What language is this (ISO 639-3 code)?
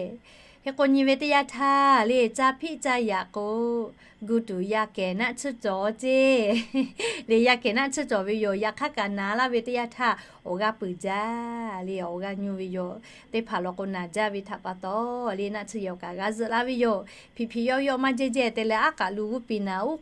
lhu